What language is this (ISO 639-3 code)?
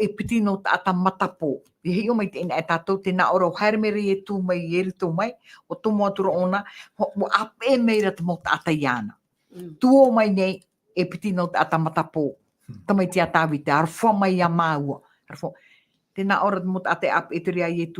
tah